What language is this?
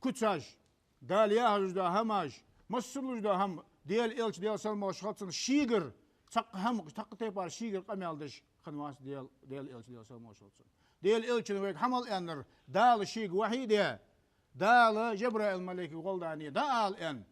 Ingush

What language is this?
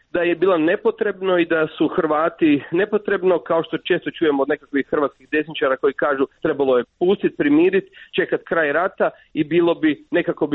Croatian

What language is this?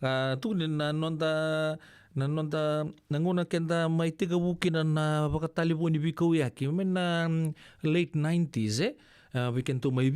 Fijian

